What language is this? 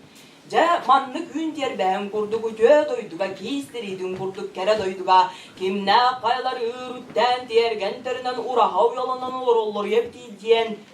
Tuvinian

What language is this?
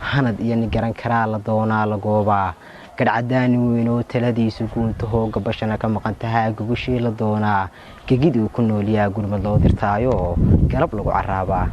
Somali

